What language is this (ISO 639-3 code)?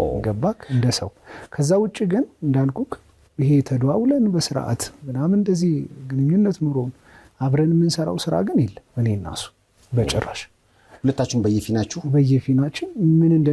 amh